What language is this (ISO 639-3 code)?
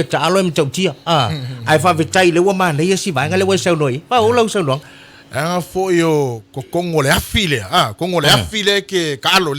smo